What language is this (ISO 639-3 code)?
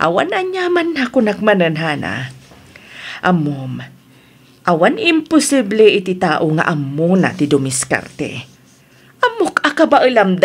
ilo